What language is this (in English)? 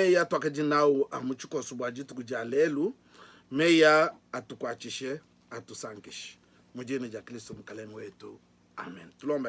Luba-Lulua